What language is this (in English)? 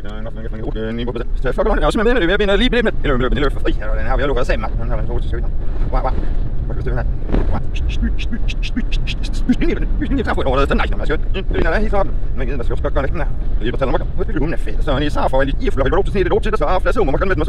Danish